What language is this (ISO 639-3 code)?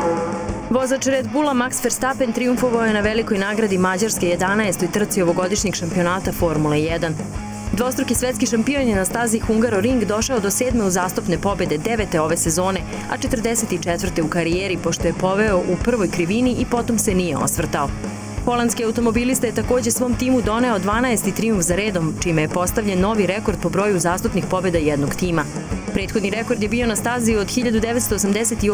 srp